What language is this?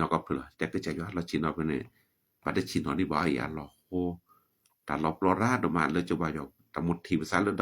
S'gaw Karen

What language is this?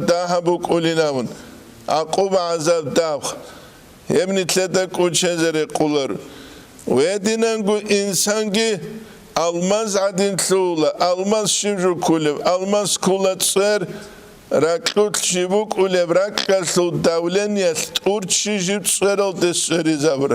Avaric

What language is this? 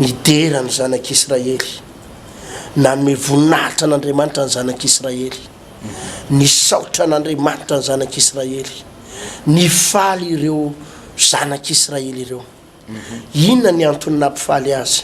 Malagasy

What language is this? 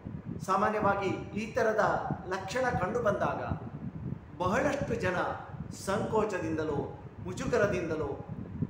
Kannada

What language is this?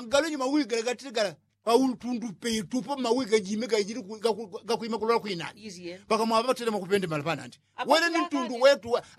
Yao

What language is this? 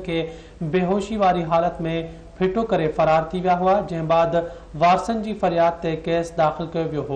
Sindhi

